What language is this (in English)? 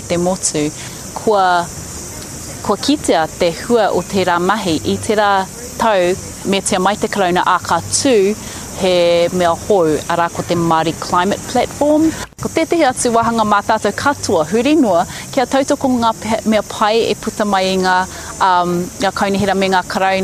Māori